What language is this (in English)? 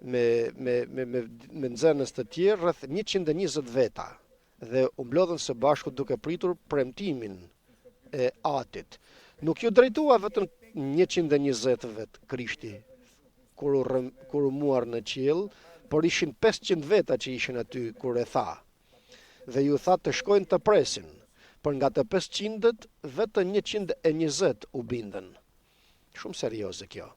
Albanian